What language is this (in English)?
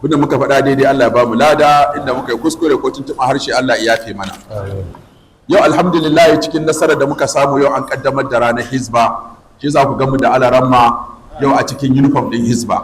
Hausa